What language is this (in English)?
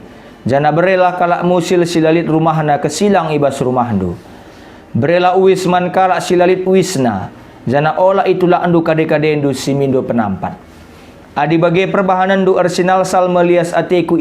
Batak Karo